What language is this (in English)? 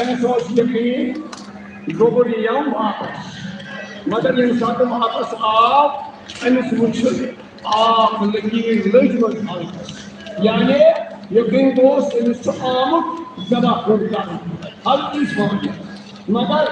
Kashmiri